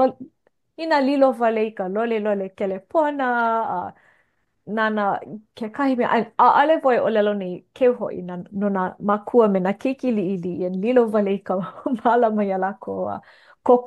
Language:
Hawaiian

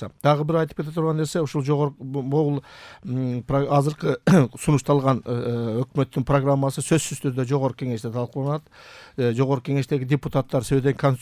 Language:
Kyrgyz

